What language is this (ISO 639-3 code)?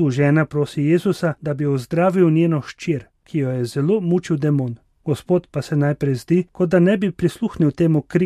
slv